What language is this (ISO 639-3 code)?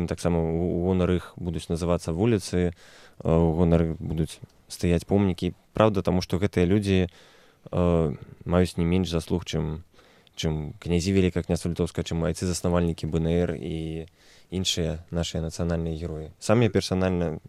bel